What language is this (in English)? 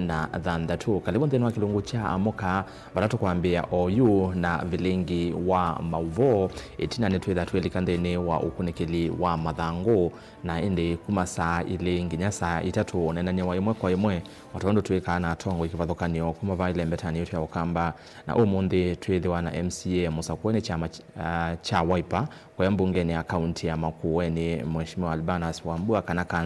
Kamba